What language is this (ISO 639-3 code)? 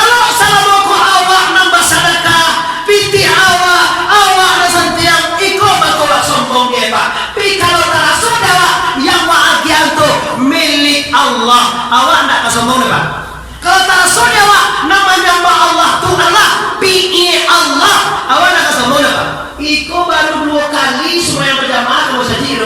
min